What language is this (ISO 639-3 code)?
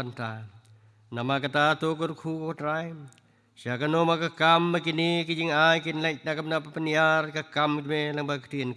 kha